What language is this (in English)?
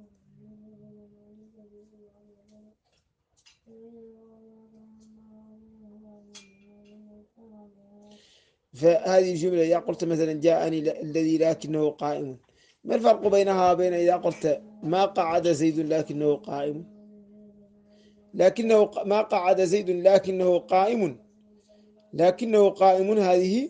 Arabic